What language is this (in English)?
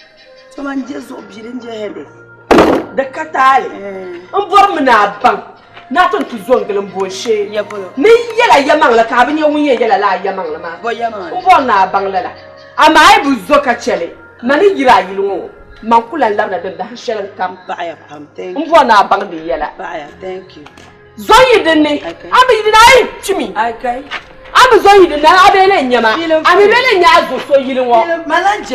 Dagbani